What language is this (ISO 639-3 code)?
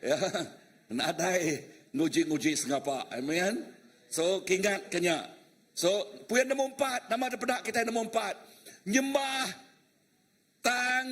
iba